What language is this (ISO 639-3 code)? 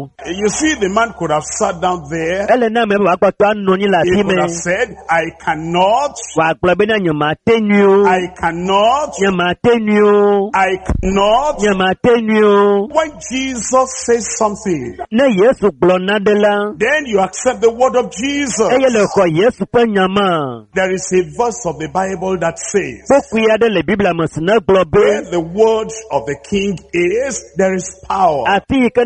ewe